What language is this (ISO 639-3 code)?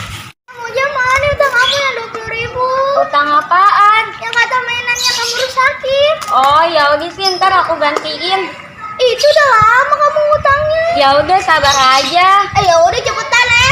bew